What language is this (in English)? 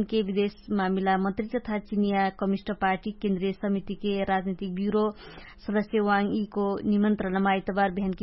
Dangaura Tharu